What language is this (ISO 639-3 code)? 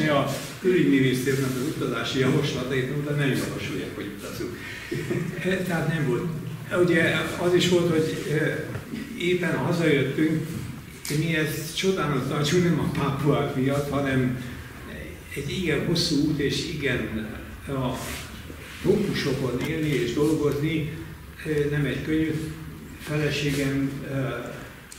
hun